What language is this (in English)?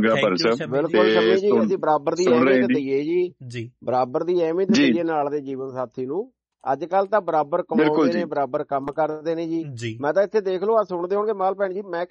Punjabi